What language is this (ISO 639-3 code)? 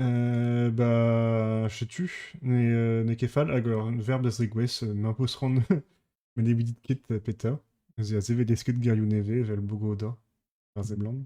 bre